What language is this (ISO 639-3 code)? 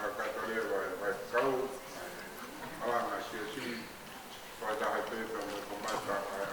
ton